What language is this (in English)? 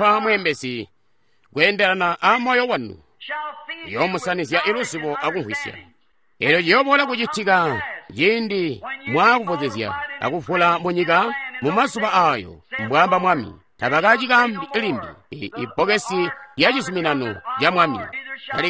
Tonga (Zambia)